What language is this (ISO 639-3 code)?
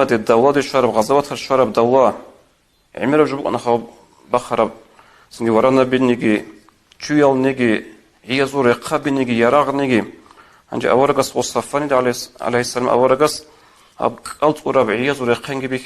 ava